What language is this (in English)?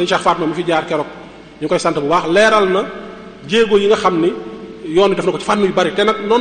Wolof